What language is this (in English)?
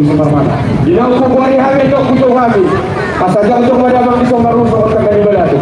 Batak Toba